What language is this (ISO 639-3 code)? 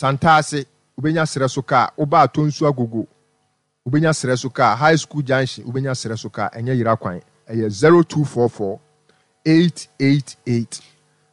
aka